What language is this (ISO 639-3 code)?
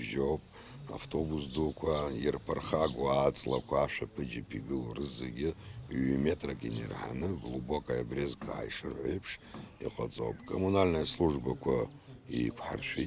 abk